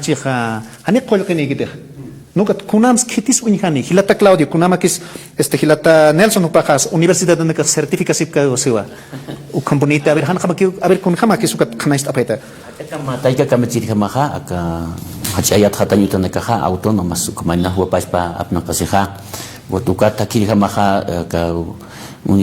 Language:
Aymara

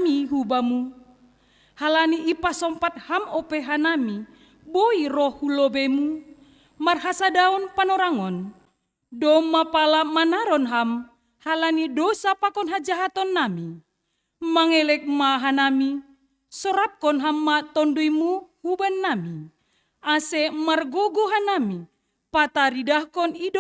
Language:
Batak Simalungun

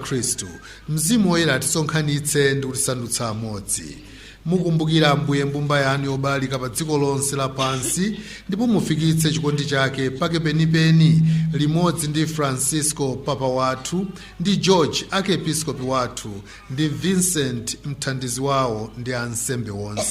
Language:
Nyanja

